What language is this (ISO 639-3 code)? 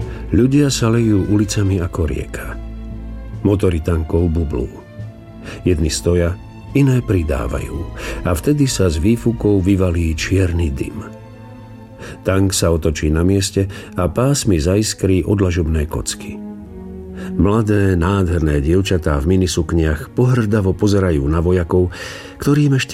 slk